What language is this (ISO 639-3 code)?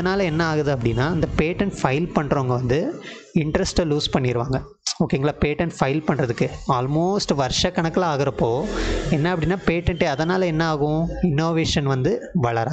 tam